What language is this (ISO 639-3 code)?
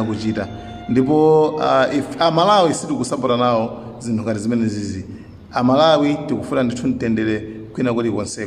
nya